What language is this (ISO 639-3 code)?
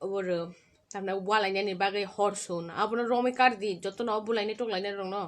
trp